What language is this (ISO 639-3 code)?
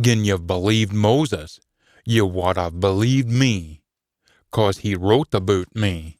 sco